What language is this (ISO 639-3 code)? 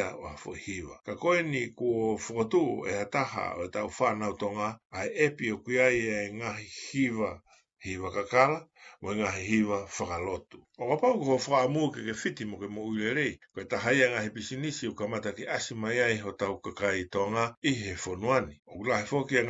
ton